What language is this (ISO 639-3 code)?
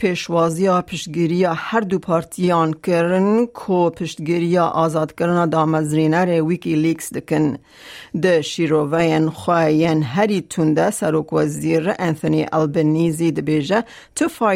kur